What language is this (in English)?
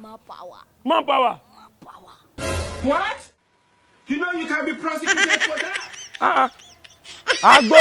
Nigerian Pidgin